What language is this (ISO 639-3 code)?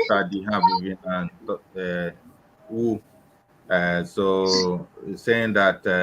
ewe